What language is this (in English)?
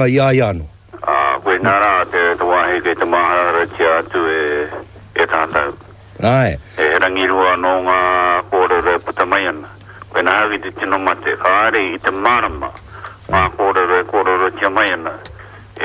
Māori